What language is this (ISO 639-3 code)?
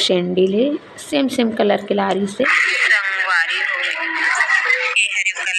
hne